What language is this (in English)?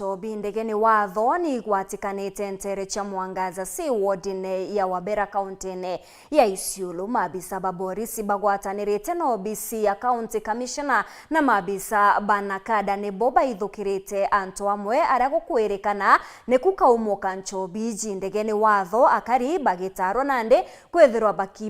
Meru